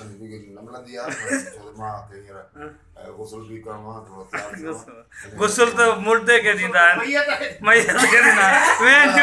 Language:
Sindhi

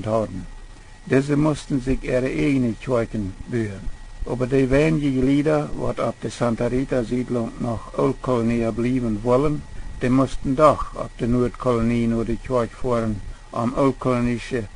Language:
Plautdietsch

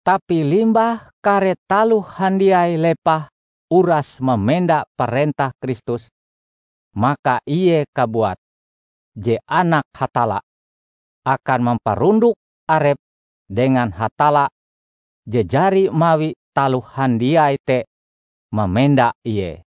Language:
Ngaju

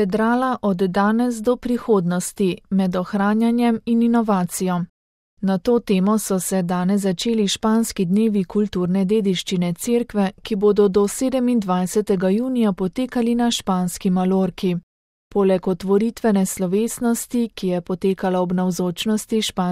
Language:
Slovenian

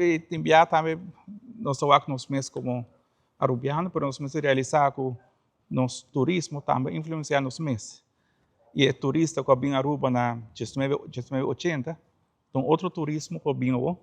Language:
Papiamento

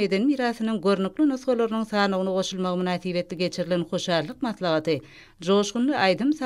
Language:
Turkmen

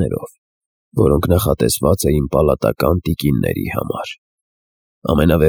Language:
Armenian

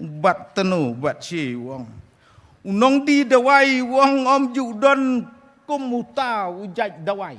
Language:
Khasi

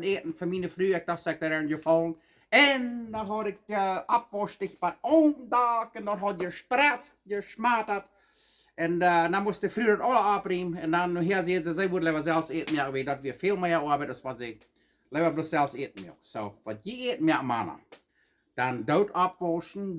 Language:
Plautdietsch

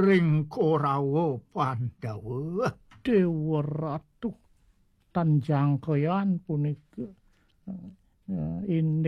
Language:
Balinese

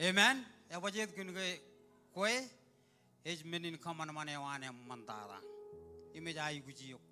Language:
Marshallese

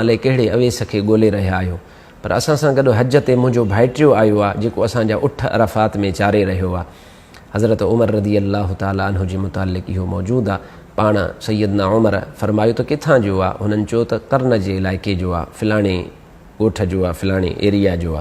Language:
Sindhi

